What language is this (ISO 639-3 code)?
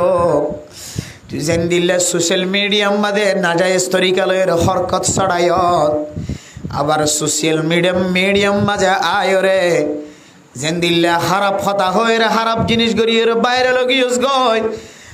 rhg